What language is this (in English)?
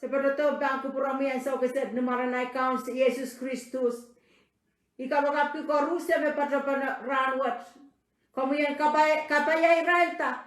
Pohnpeian